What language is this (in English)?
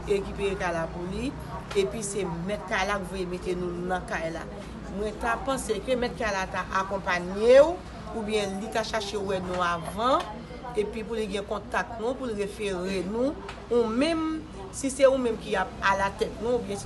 Haitian Creole